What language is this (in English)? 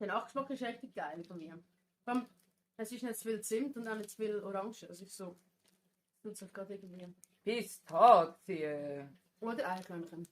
Swiss German